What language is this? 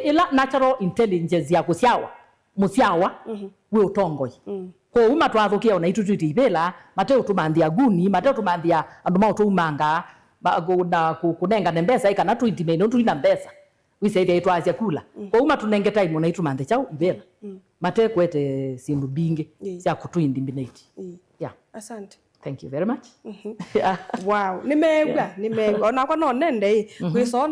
Kamba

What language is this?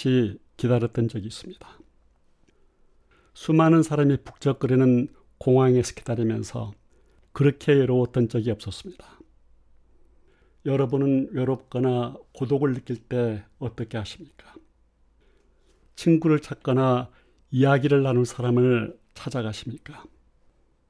Korean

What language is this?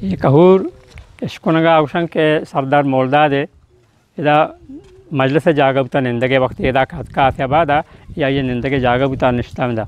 Eastern Balochi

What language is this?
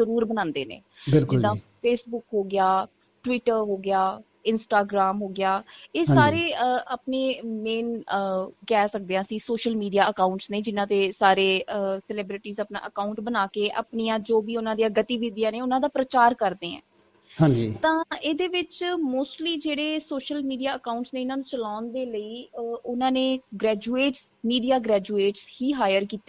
Punjabi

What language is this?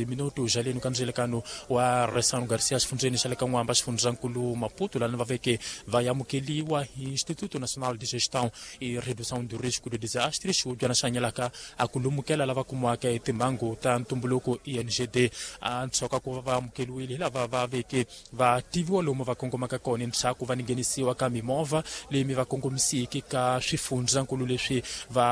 Tsonga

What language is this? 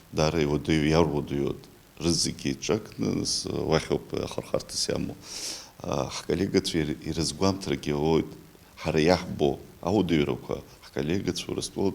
Abkhazian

